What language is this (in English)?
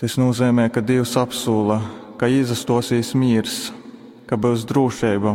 Latgalian